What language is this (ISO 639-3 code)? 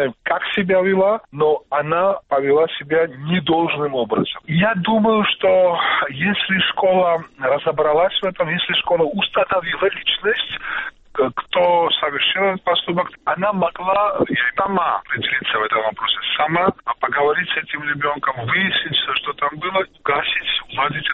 rus